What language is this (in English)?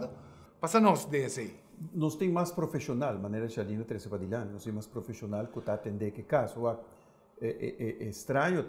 Papiamento